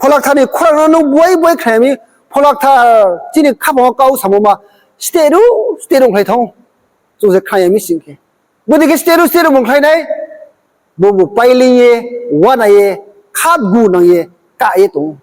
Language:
Riang (India)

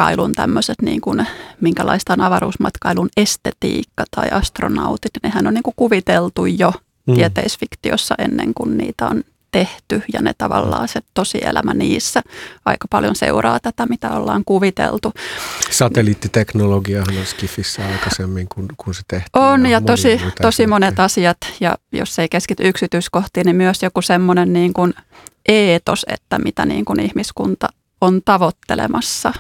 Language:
Finnish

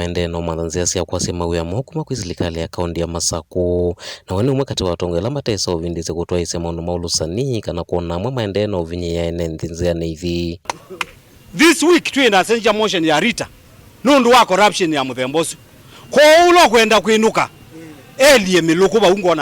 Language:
Kamba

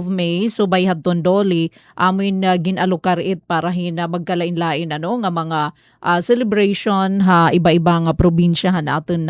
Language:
Waray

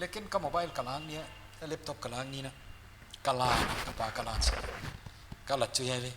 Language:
Paite Chin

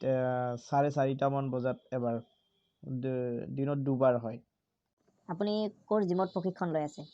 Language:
Assamese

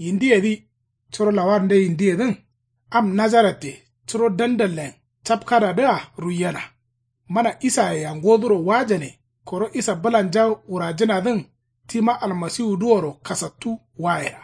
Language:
Kanuri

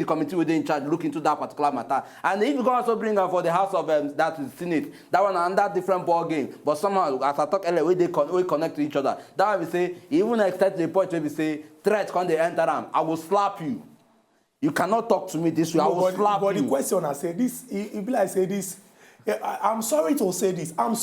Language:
Nigerian Pidgin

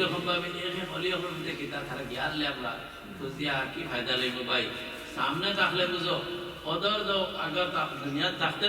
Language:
Sylheti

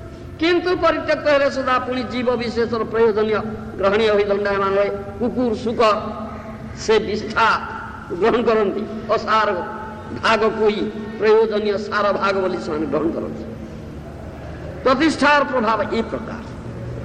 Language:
Odia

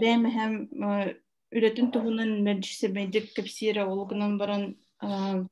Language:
Yakut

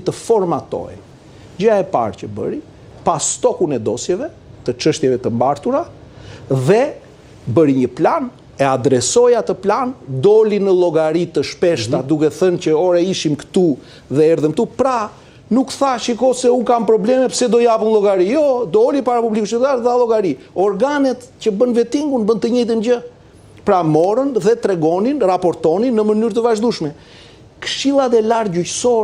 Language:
Albanian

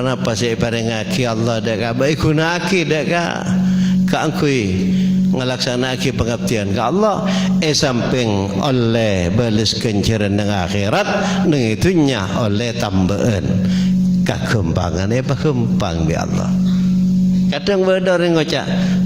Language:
Madurese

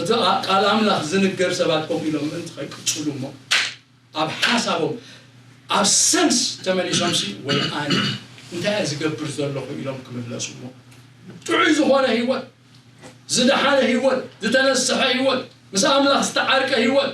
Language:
Tigrinya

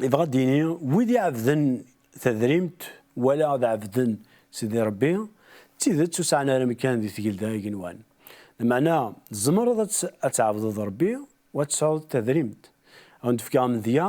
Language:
Kabyle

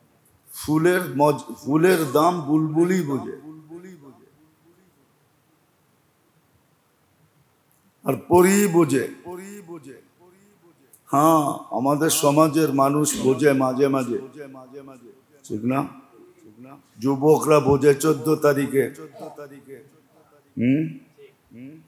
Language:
Bangla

